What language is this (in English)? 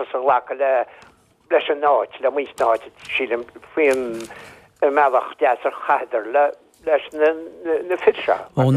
Irish